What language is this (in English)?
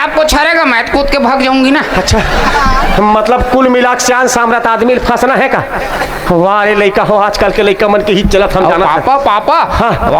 Chhattisgarhi